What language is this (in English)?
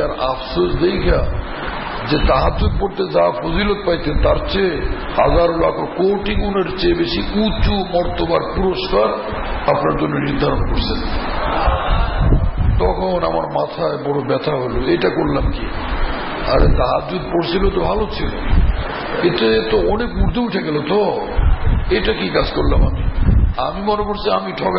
Bangla